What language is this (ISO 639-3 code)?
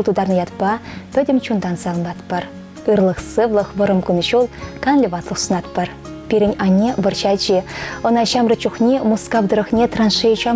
chv